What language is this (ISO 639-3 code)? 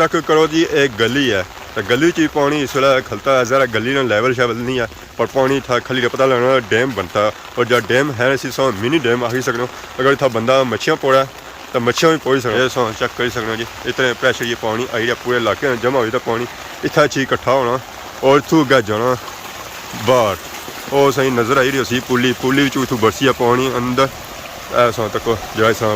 phr